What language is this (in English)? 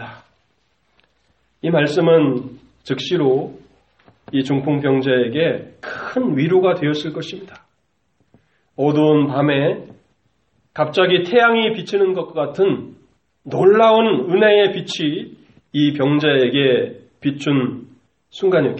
Korean